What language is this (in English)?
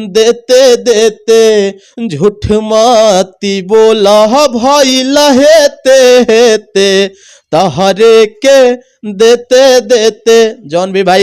Bhojpuri